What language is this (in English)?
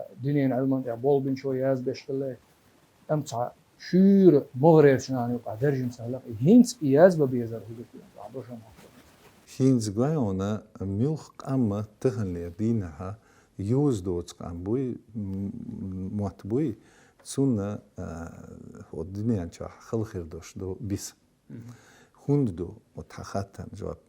Chechen